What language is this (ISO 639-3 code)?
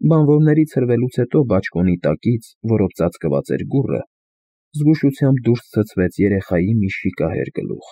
hye